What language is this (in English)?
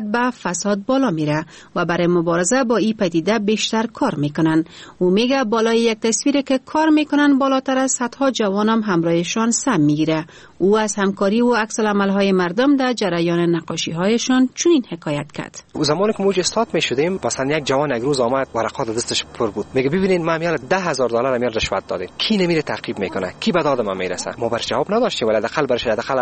Persian